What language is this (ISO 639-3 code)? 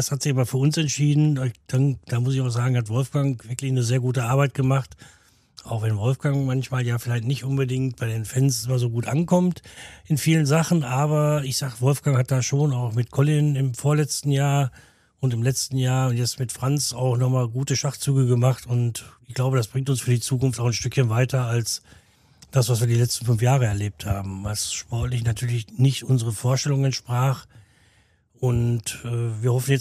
deu